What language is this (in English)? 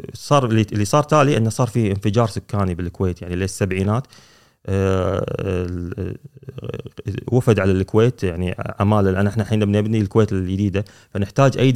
Gulf Arabic